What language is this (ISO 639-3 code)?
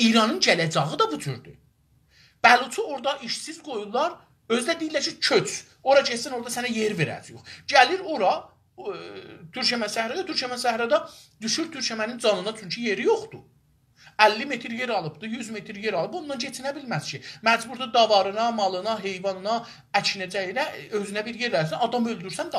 azb